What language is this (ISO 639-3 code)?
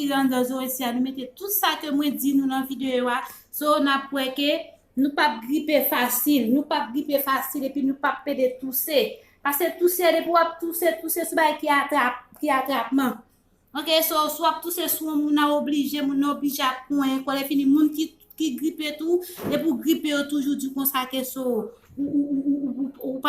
hat